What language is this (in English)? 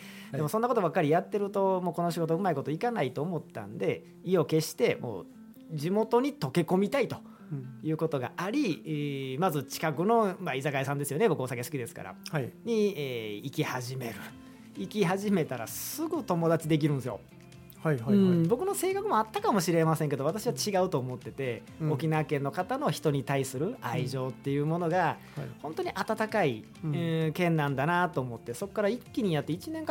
Japanese